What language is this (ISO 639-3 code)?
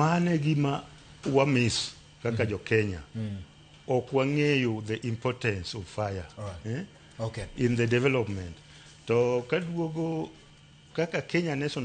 luo